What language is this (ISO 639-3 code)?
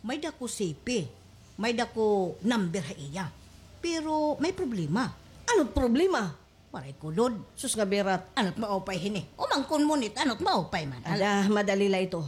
war